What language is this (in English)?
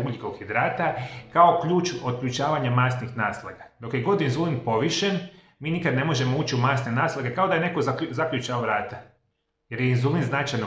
Croatian